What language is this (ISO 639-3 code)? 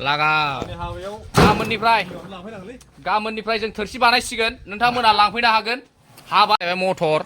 brx